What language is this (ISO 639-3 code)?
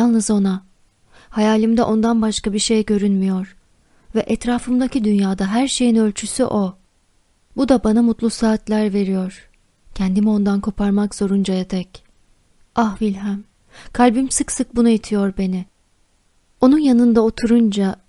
tur